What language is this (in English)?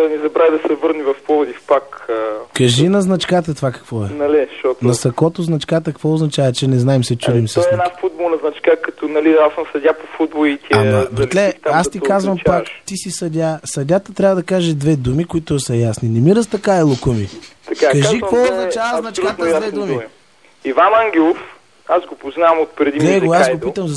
Bulgarian